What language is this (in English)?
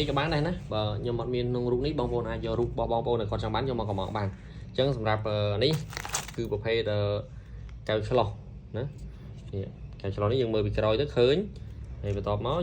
Khmer